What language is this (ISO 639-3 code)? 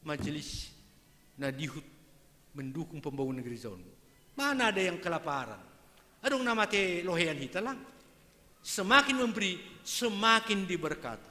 bts